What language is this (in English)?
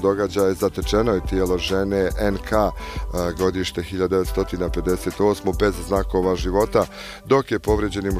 Bosnian